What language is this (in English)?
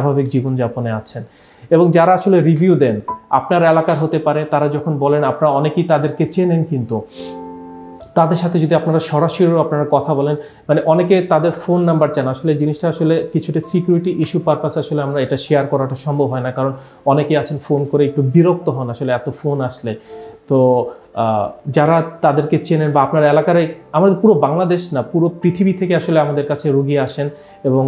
Bangla